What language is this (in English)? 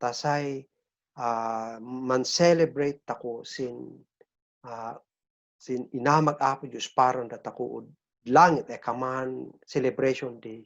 Kankanaey